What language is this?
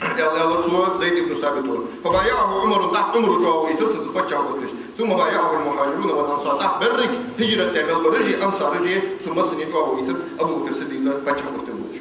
Ingush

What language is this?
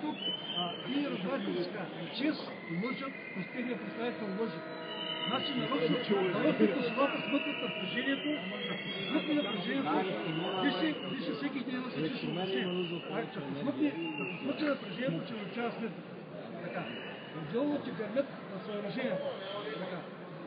Bulgarian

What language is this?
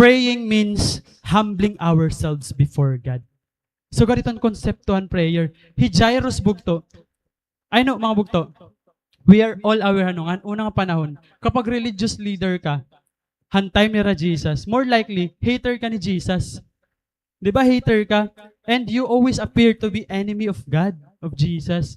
Waray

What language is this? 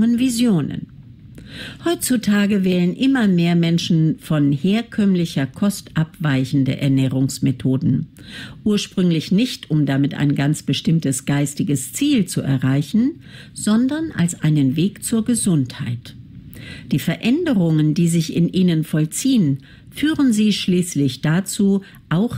German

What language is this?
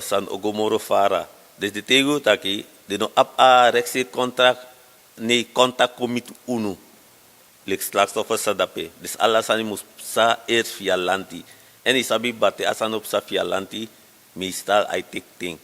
Sranan Tongo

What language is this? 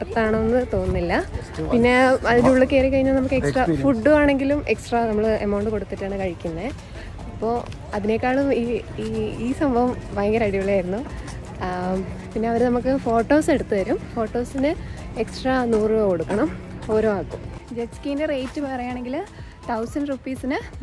Malayalam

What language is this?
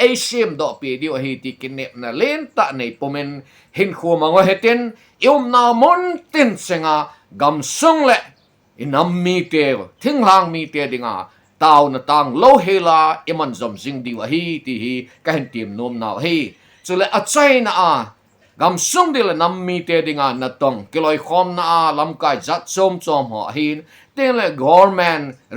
Thado Chin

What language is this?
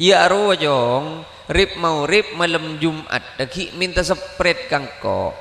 Madurese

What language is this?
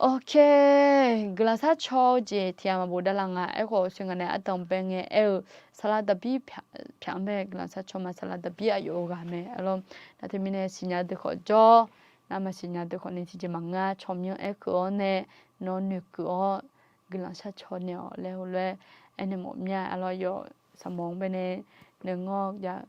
Akha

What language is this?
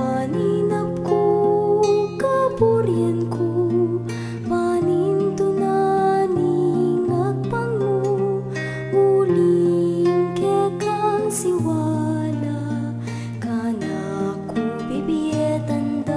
Pampanga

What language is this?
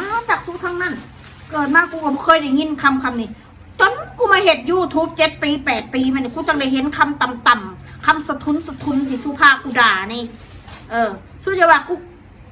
Northeastern Thai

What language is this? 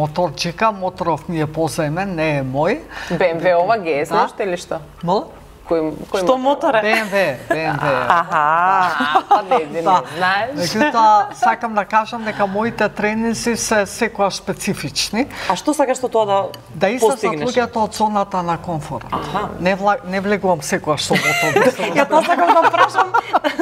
Macedonian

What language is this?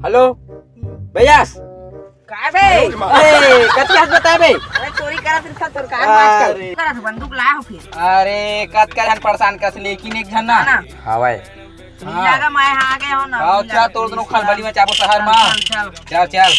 Chhattisgarhi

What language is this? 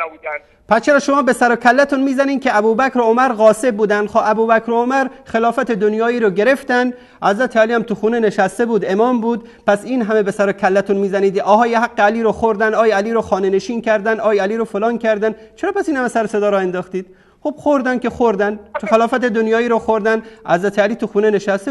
Persian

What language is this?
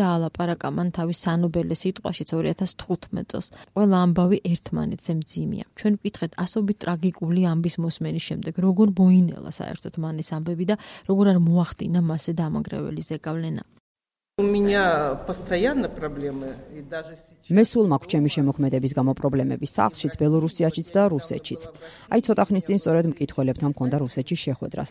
Georgian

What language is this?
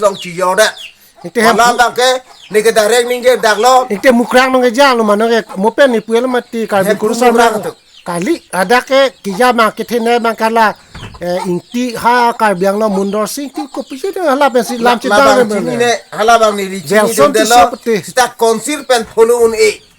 Karbi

